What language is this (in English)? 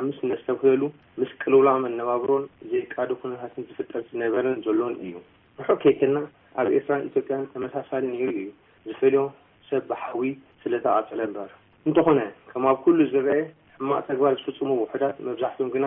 Tigrinya